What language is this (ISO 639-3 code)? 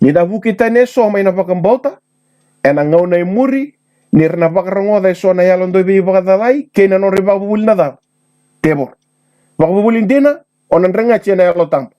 fij